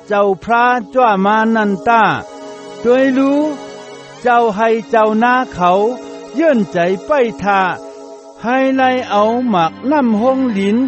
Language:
Shan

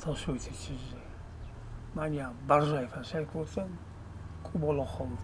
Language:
Ossetic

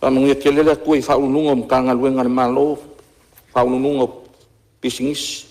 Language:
Samoan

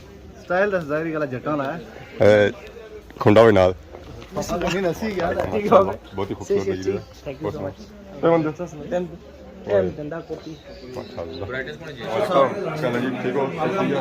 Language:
Pahari-Potwari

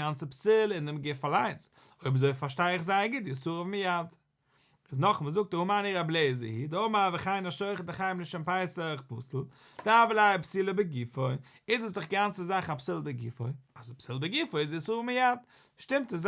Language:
Yiddish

